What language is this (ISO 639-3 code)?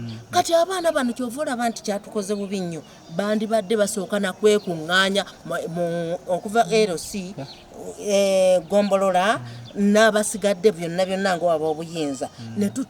lug